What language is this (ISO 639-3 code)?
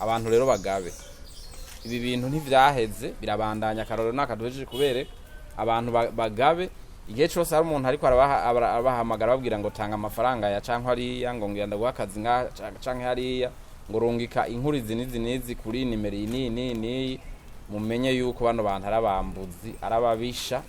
run